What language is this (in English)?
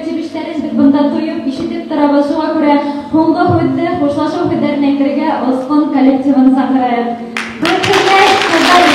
Bashkir